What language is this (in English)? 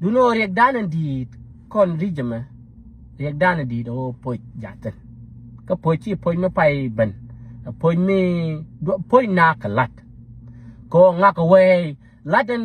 Nuer